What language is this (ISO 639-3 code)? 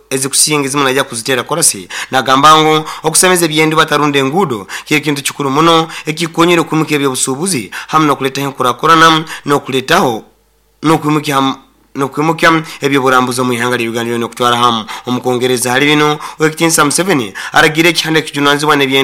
nyo